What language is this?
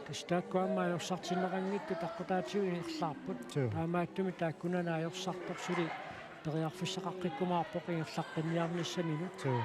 Kalaallisut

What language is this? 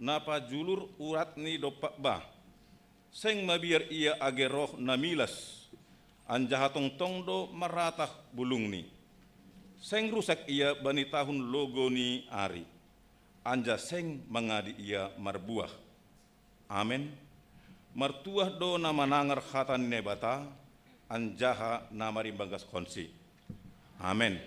Batak Simalungun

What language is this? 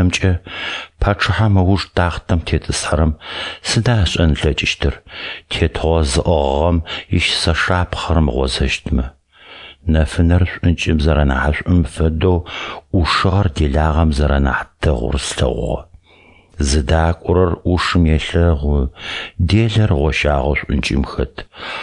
Adyghe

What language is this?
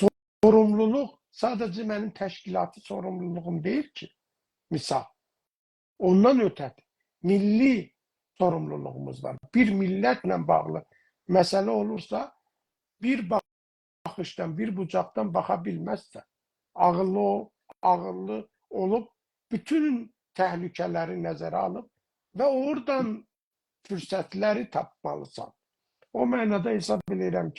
South Azerbaijani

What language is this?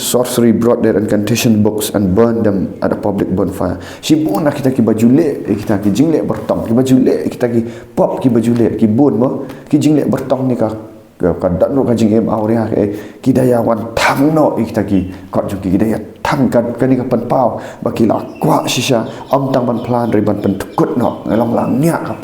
Khasi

